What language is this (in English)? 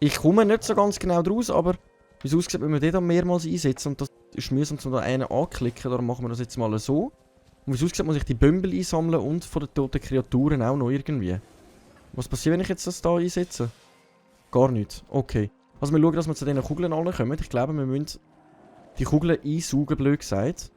Swiss German